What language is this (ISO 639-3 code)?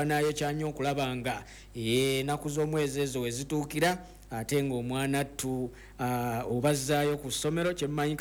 lug